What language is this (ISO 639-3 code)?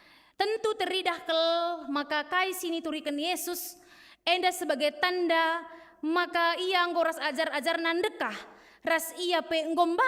btx